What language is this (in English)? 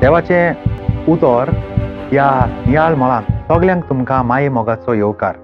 Konkani